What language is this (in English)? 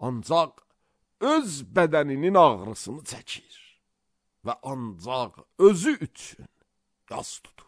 Azerbaijani